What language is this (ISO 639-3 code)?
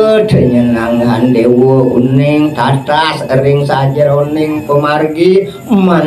ban